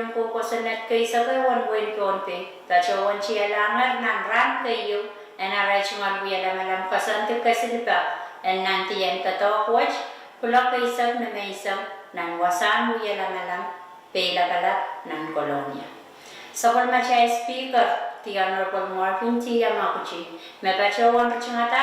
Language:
Pohnpeian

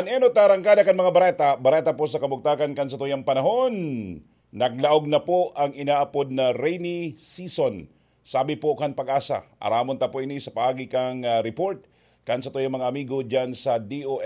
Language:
Bikol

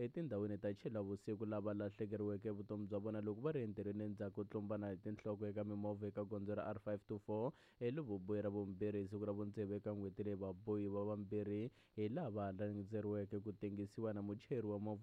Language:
Tsonga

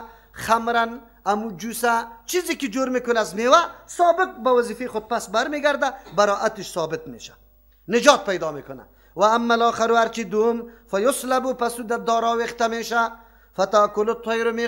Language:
Persian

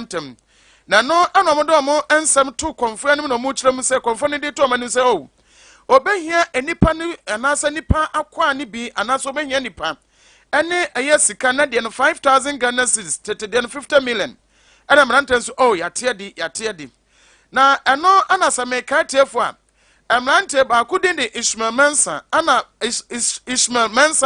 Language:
Akan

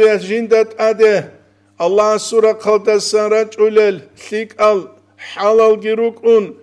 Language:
Avaric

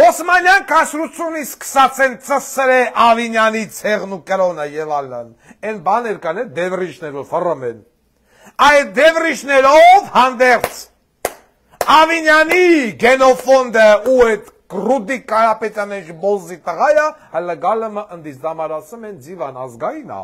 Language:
Armenian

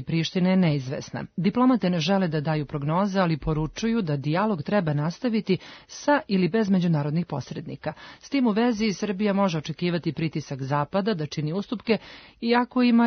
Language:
Serbian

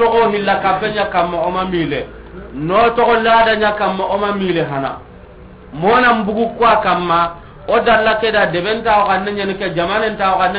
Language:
Soninke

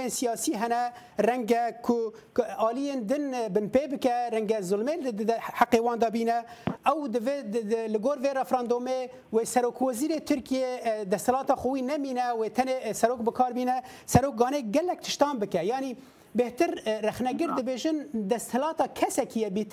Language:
Kurdish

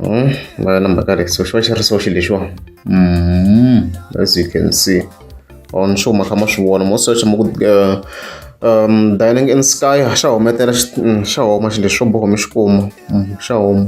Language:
Tsonga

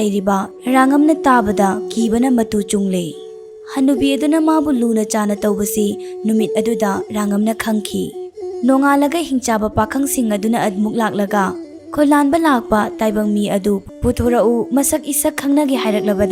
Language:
Manipuri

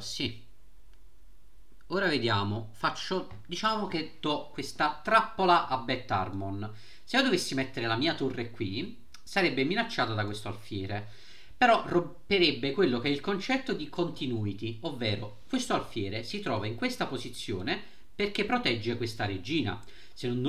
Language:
Italian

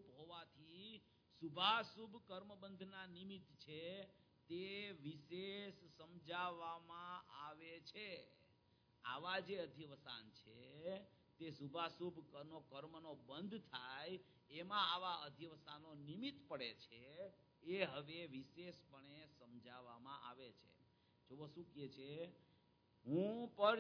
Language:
Gujarati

